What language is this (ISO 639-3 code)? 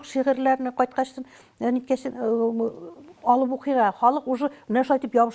tat